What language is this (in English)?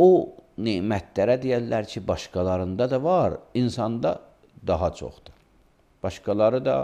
Azerbaijani